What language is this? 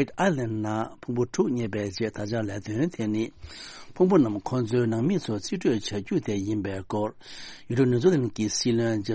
Tibetan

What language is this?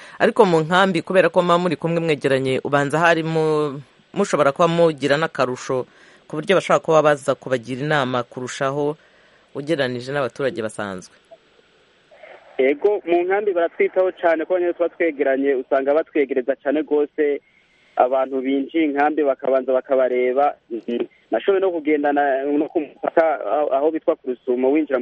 Kinyarwanda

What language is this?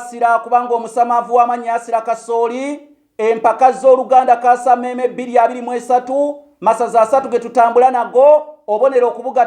Ganda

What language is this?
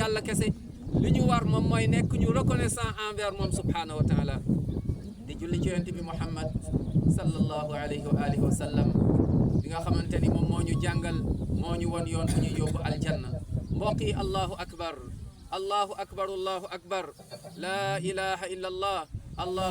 Wolof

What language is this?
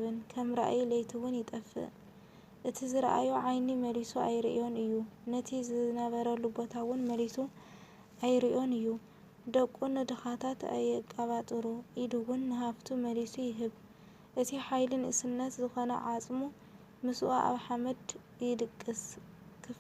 Tigrinya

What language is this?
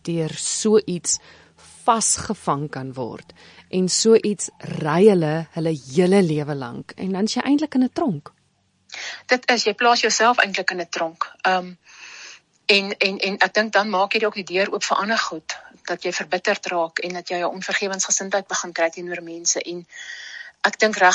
Afrikaans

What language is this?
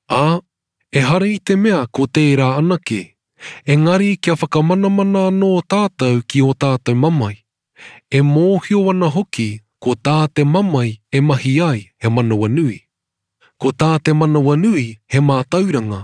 Māori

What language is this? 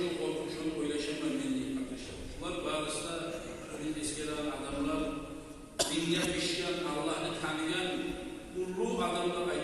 Kumyk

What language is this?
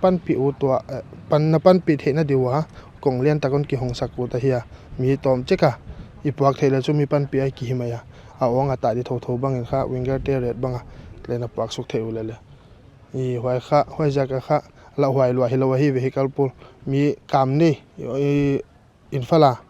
Paite Chin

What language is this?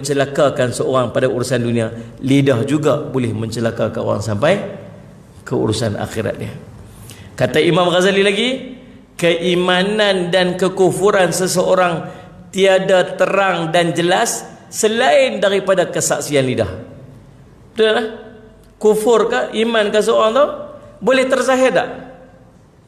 Malay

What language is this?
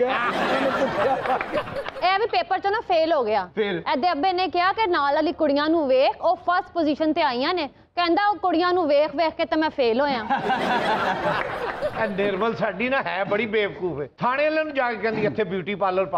Punjabi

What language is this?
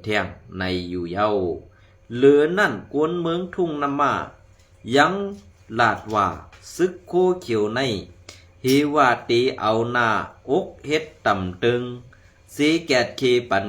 Shan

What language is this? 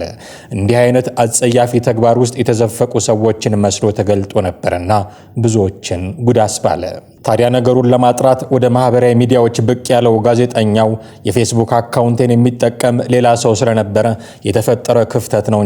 Amharic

